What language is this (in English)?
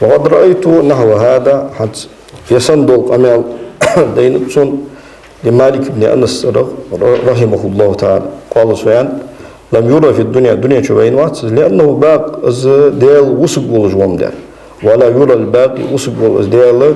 Ingush